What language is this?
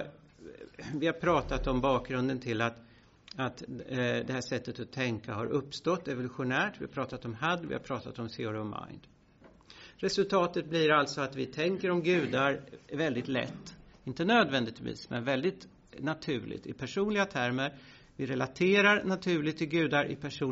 Swedish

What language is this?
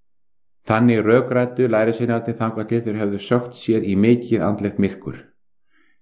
Icelandic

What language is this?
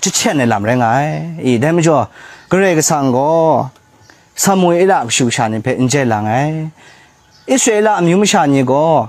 Kachin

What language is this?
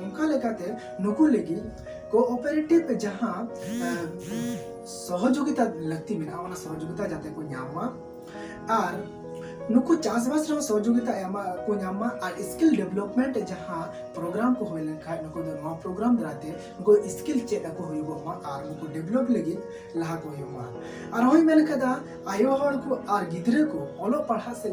Santali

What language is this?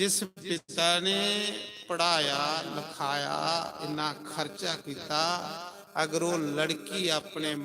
Dogri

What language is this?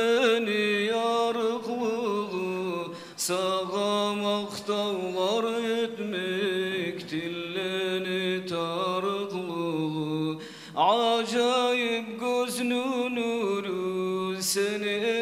Kumyk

